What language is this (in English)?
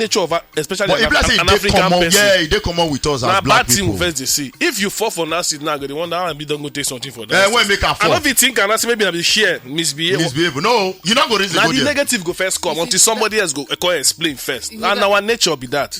Nigerian Pidgin